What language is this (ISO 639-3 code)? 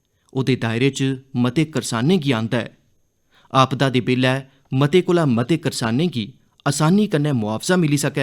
doi